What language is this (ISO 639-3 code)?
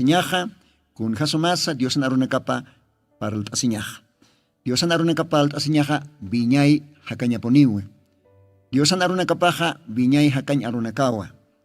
aym